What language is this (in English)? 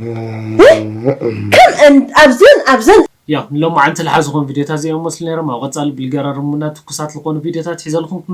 Tigrinya